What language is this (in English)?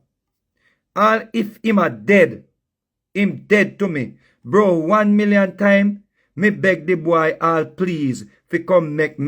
Jamaican Creole English